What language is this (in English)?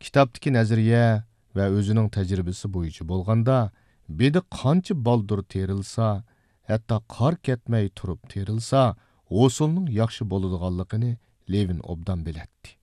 Uyghur